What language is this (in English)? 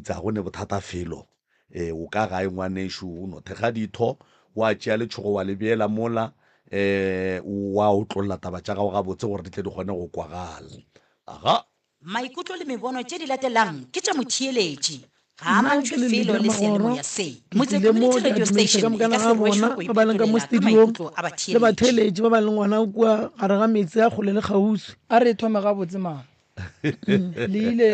Northern Sotho